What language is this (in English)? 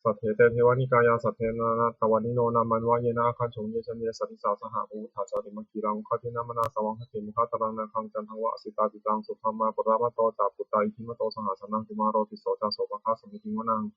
Pali